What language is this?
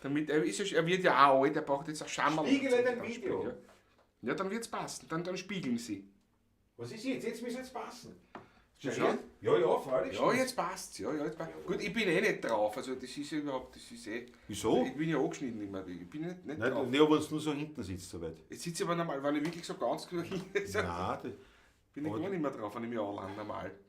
Bavarian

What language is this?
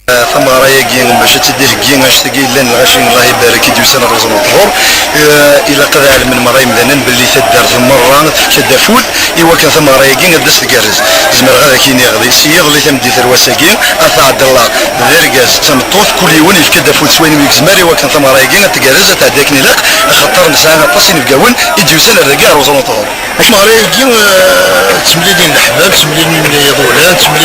Kabyle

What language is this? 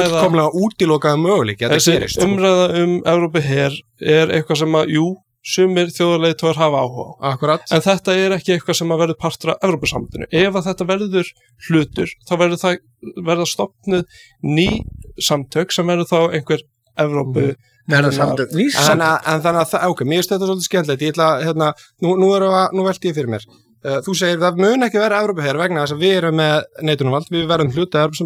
Icelandic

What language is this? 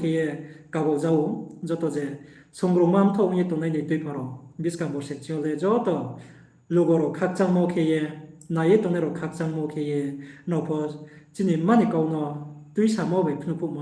Riang (India)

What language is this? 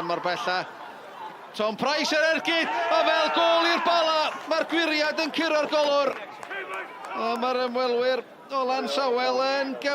Welsh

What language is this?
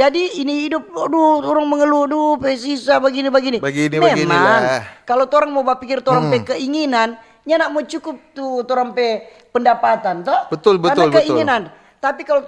Manado Malay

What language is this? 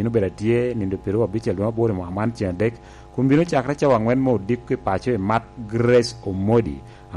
Lango (Uganda)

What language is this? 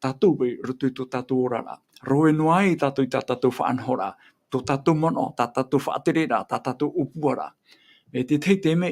Tahitian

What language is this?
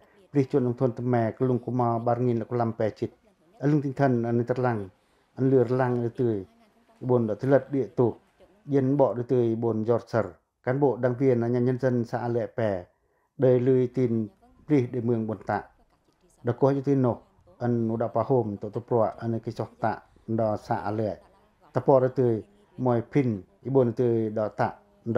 Pacoh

